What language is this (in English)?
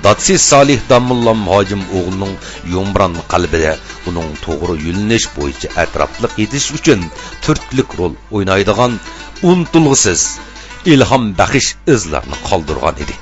Uyghur